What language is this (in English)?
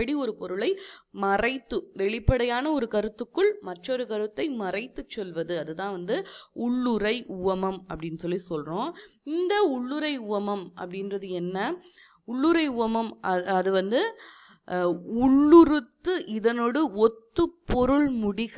Tamil